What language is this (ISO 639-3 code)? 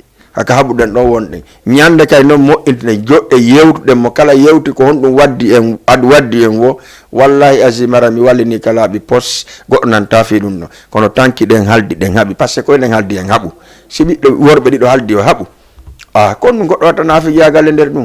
ful